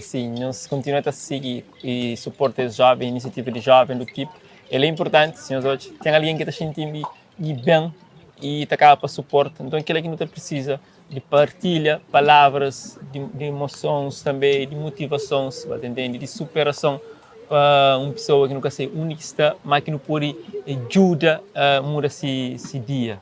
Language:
Kabuverdianu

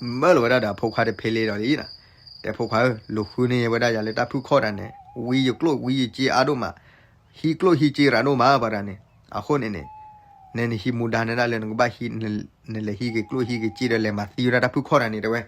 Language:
S'gaw Karen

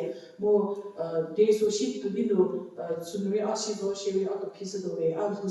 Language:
Angami Naga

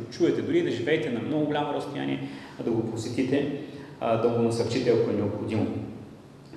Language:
Bulgarian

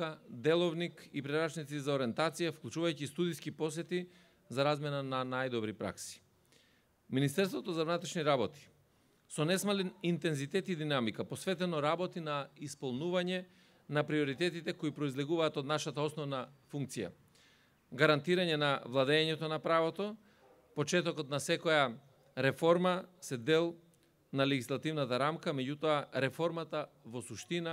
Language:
Macedonian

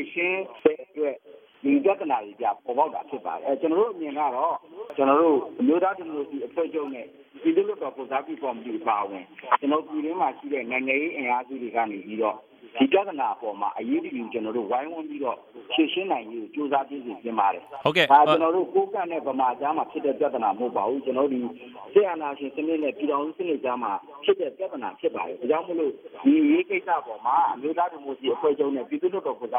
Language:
Burmese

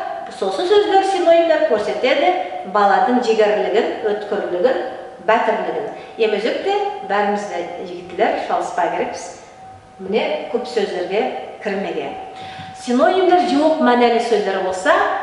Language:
Nogai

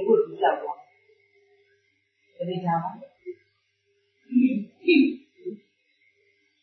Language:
Burmese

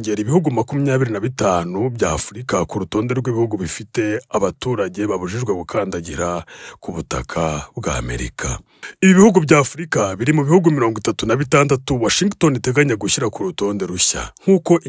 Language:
Kinyarwanda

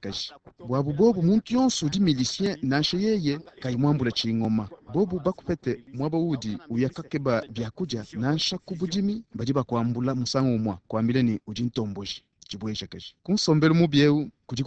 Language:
Luba-Lulua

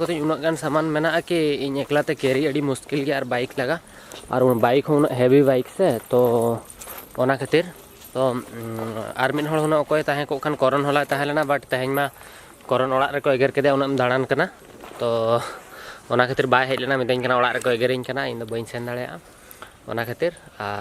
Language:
Santali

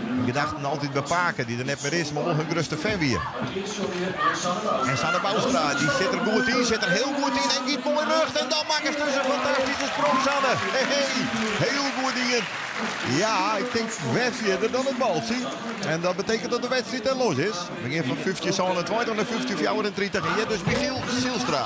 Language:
Western Frisian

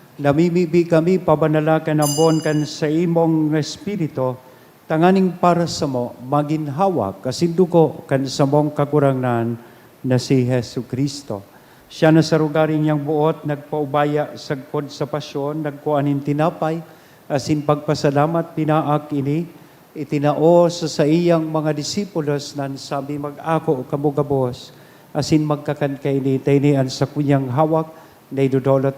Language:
Bikol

